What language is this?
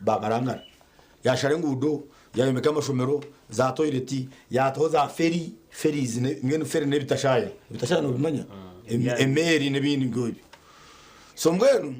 Nyankole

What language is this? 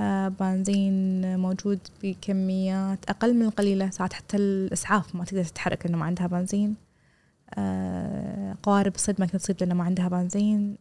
Gulf Arabic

